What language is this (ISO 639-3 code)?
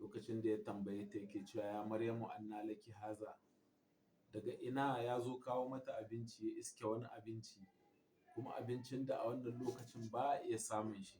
hau